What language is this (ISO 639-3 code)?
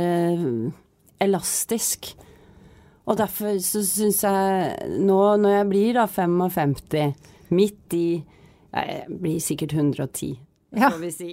nor